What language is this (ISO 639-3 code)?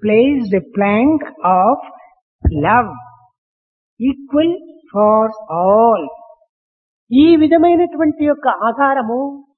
tel